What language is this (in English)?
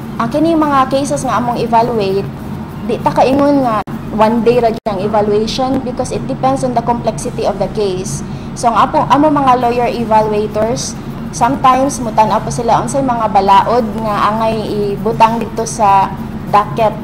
Cebuano